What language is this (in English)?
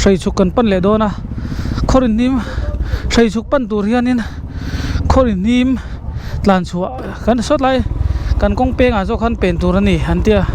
Mizo